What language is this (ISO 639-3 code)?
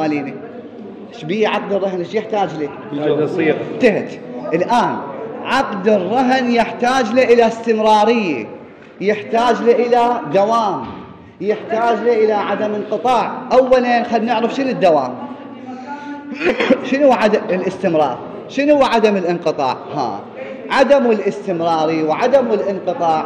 acm